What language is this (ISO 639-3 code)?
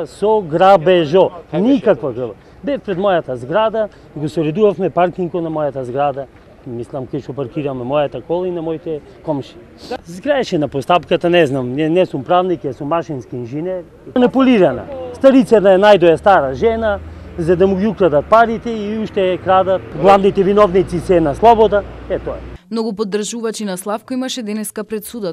mkd